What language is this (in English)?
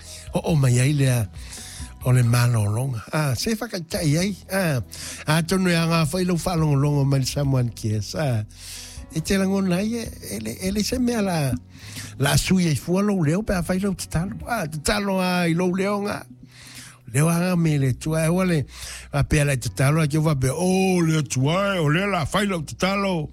Samoan